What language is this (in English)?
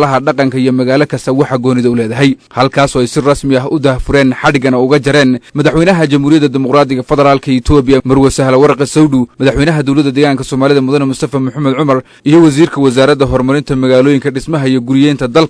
Somali